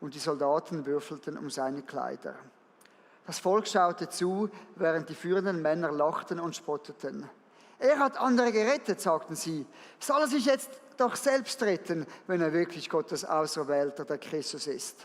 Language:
Swiss German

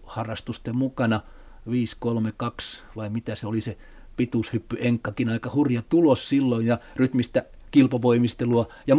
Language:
Finnish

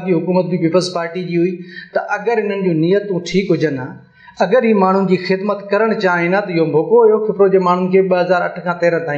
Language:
Sindhi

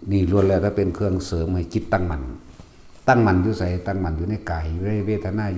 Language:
Lao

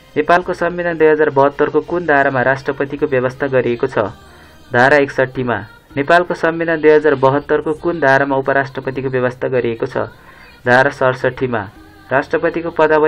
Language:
Nepali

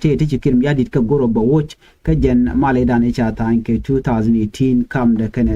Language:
Nuer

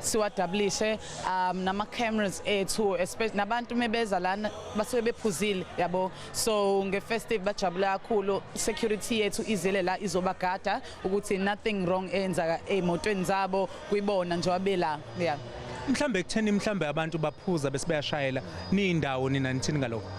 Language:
Zulu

